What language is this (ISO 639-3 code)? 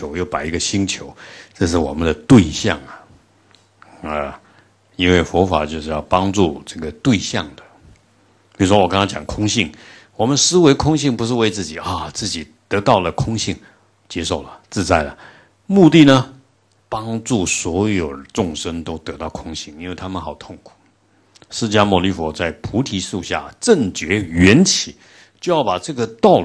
zho